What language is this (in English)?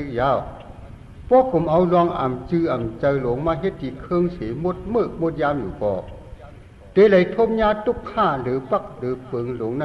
Shan